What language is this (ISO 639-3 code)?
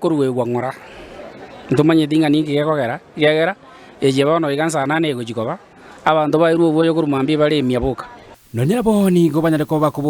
guz